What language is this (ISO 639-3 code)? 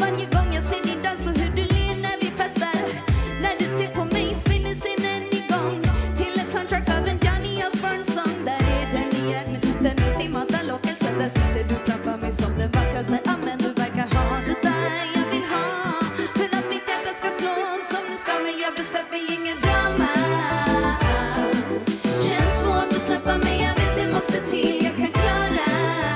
swe